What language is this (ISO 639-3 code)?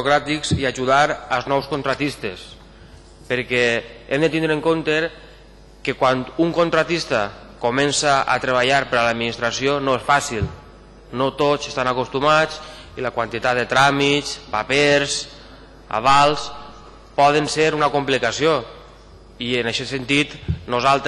cat